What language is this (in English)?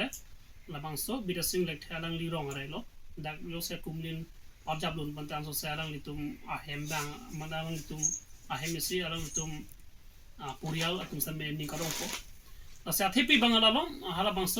Karbi